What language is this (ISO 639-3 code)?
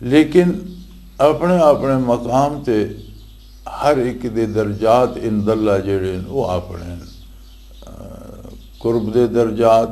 lah